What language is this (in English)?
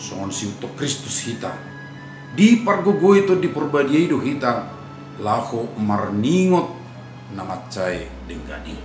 Batak Toba